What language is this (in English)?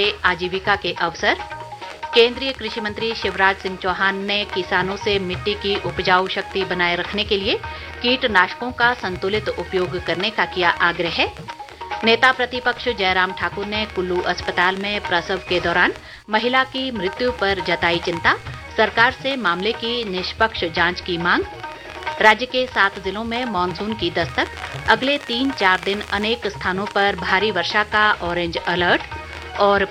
Hindi